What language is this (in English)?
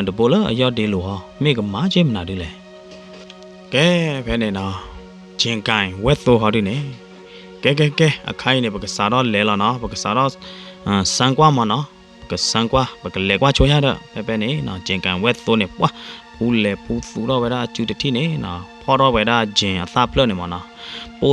S'gaw Karen